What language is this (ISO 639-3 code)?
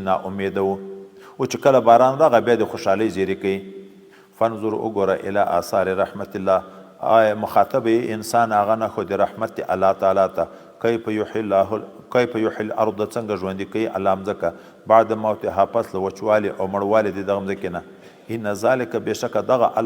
pus